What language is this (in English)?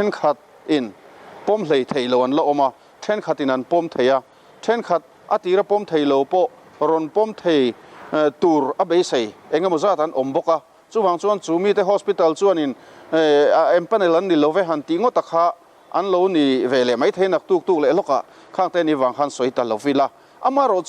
Mizo